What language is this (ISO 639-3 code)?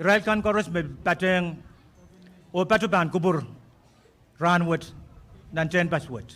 pon